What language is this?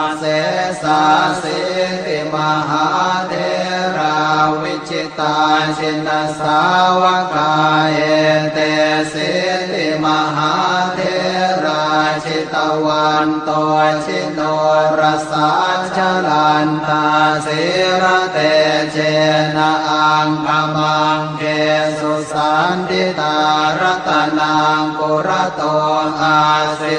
Pali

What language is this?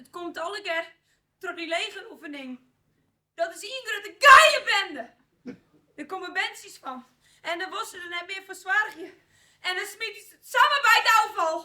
Western Frisian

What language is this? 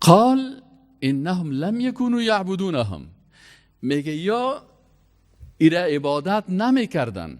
Persian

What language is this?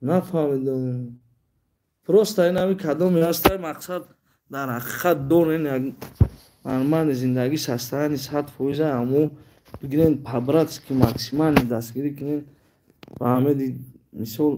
Tajik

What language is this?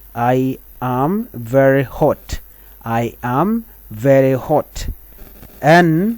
Nuer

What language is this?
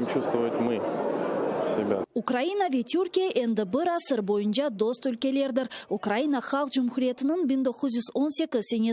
Crimean Tatar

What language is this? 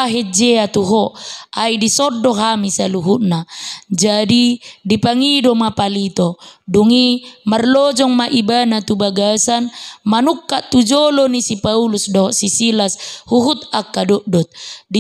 Batak Toba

